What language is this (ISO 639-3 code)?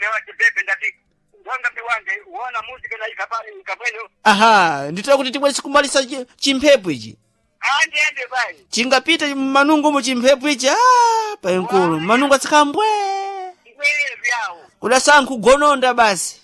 seh